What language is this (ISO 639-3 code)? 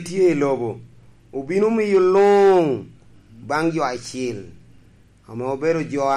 laj